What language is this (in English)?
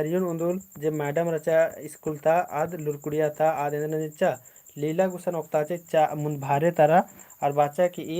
Kurukh